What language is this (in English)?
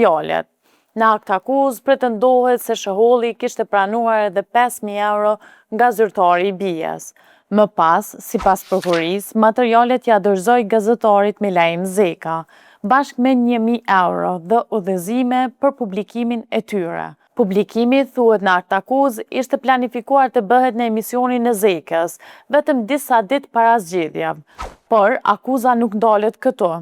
Albanian